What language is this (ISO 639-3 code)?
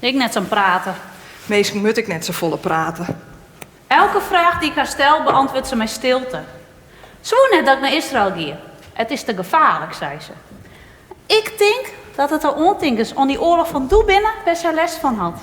fry